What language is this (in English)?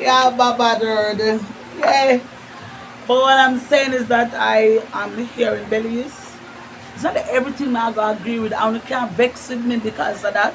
Jamaican Creole English